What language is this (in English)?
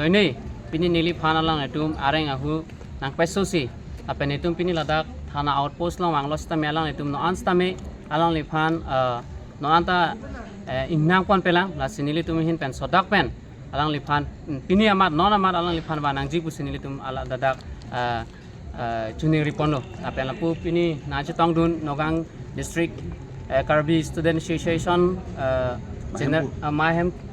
Karbi